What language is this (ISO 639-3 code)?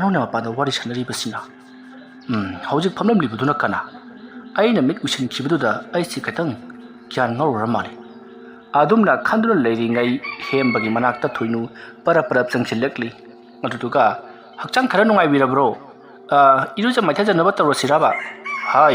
mni